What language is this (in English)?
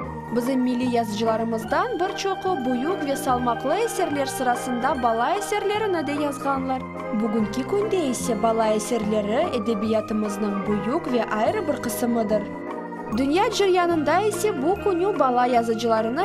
Crimean Tatar